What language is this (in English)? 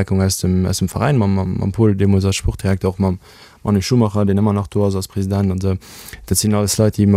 Luxembourgish